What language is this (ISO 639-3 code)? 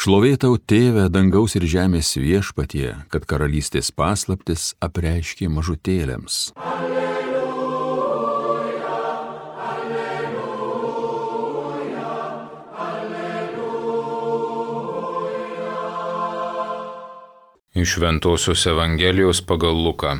lit